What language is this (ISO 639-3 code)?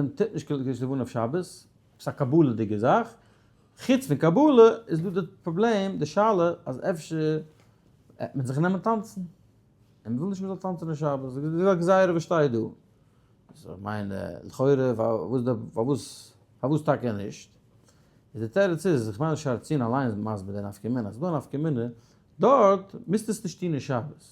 yid